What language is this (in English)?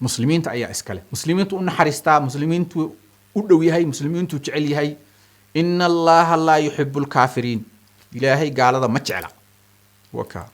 Somali